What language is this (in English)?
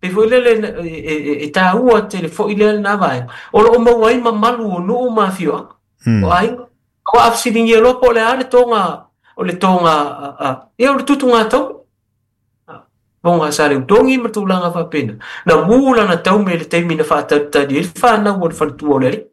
Samoan